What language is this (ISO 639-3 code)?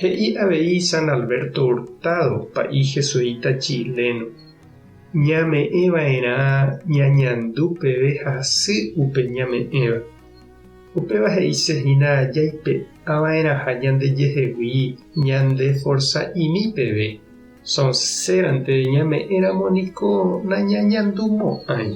grn